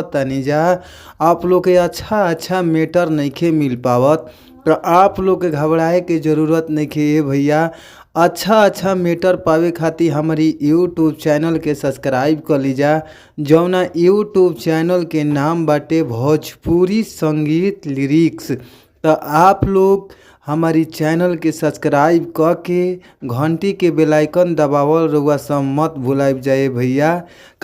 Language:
Bhojpuri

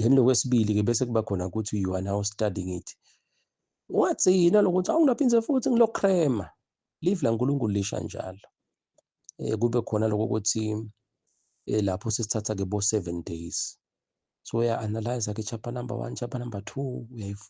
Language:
Zulu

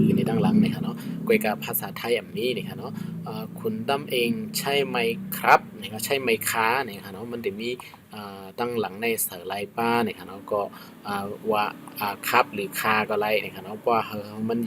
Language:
Shan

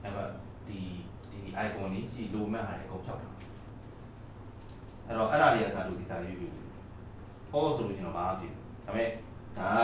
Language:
Burmese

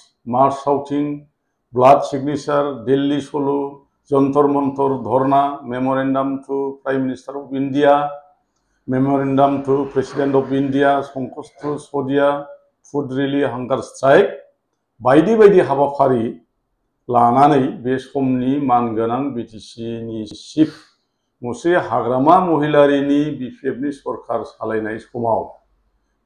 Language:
Bodo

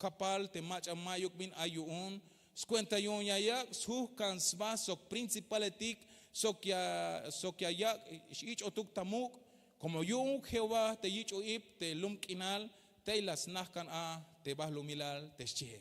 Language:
Tzeltal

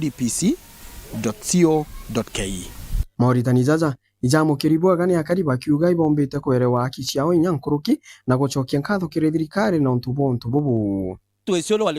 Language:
Meru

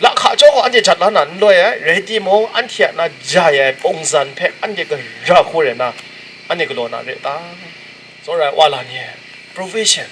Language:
Kachin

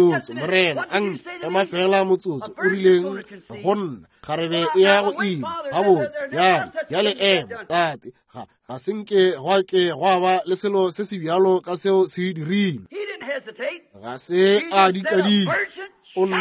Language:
Northern Sotho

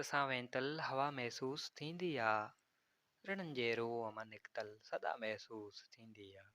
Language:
Sindhi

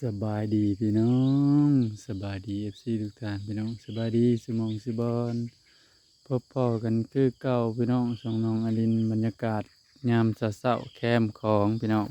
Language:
Northeastern Thai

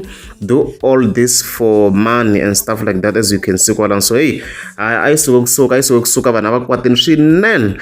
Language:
Tsonga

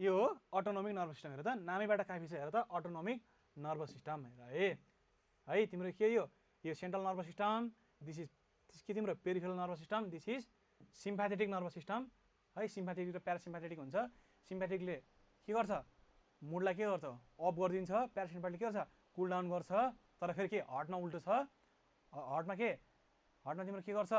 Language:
Nepali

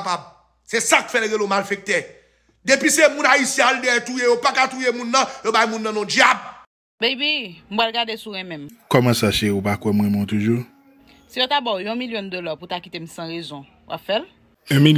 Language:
Haitian Creole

